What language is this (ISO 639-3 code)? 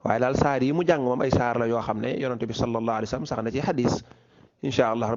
wol